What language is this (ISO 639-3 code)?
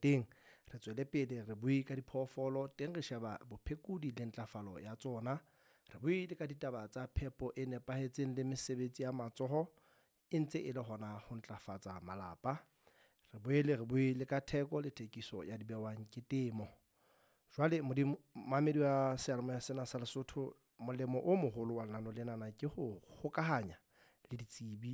sot